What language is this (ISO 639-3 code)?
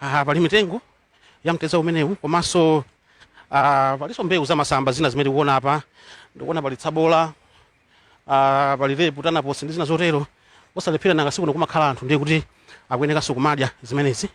nya